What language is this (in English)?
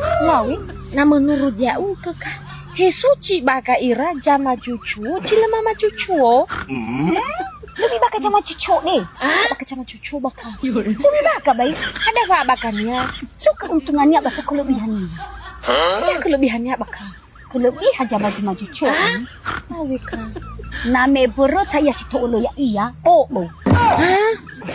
Nias